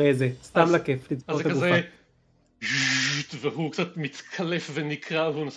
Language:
Hebrew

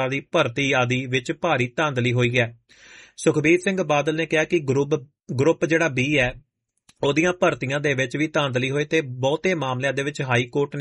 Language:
Punjabi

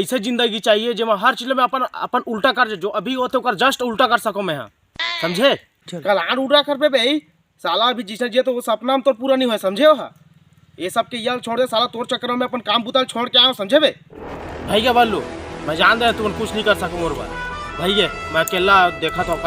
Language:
Chhattisgarhi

